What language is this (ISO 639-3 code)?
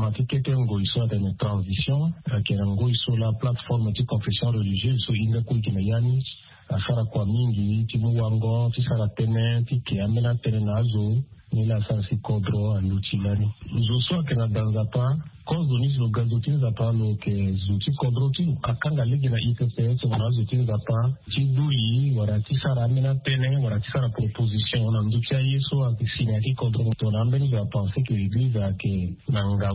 sag